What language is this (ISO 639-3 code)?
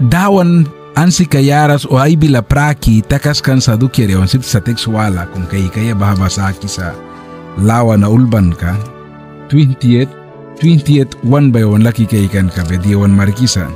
miq